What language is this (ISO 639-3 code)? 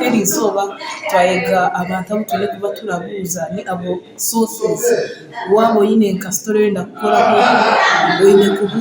nyn